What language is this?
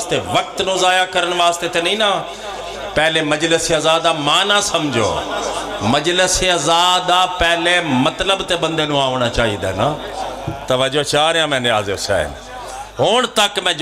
Pahari-Potwari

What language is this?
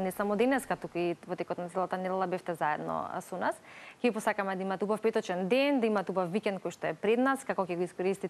Macedonian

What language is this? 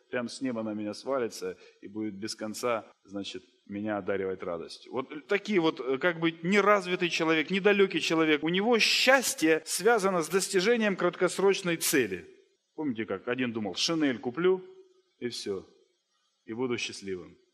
Russian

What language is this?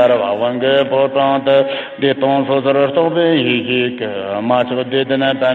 Tibetan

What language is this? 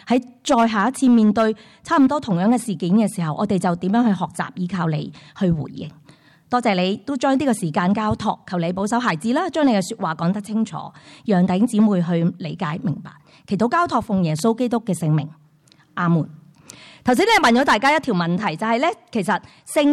Cantonese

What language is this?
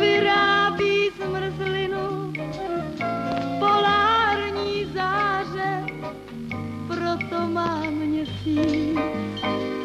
Czech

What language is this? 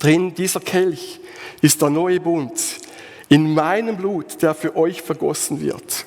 Swiss German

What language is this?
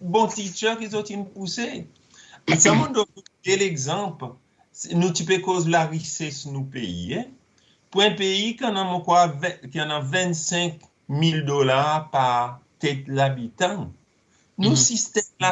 Seselwa Creole French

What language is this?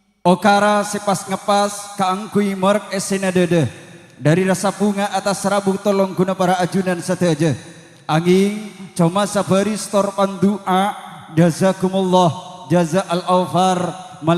Madurese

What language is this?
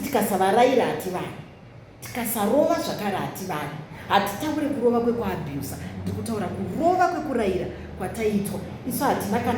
Shona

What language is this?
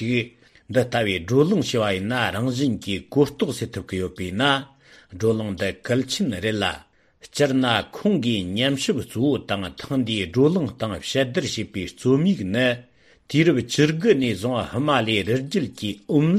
Tibetan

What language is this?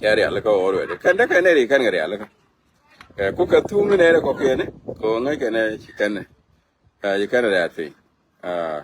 Nuer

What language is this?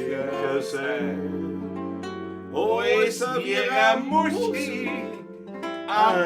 Bavarian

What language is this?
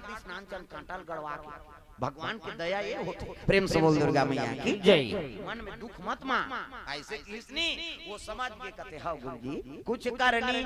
Chhattisgarhi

